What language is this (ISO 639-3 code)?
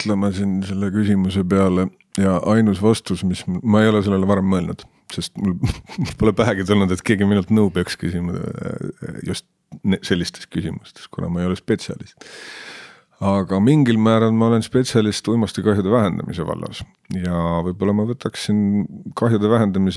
est